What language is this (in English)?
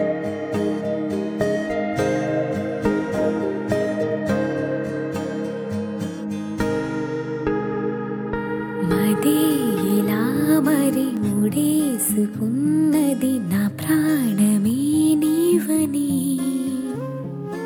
Telugu